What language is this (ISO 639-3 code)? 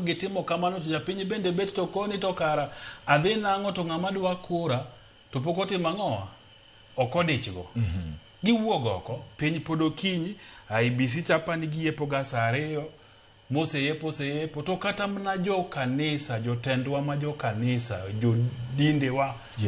luo